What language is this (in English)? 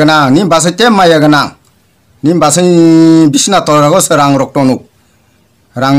Kok Borok